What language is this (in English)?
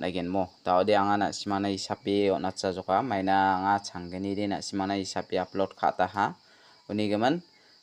Garo